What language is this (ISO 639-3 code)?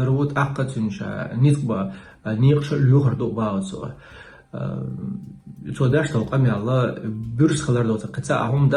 che